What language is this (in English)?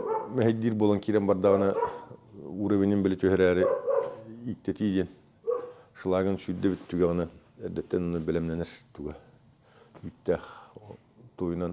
Yakut